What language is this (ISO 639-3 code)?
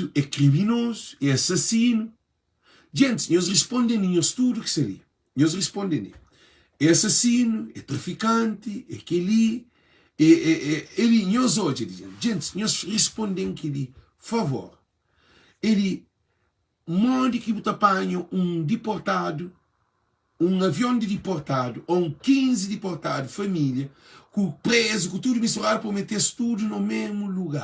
kea